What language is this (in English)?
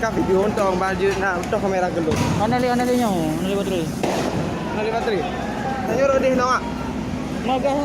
Achinese